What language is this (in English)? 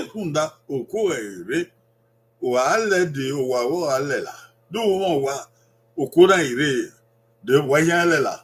Bini